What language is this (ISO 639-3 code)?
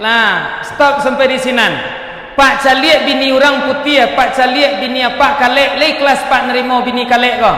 min